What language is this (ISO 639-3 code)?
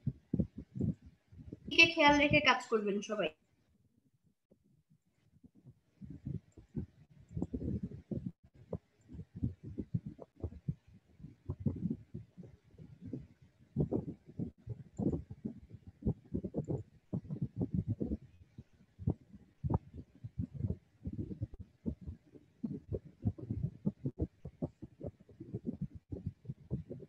ben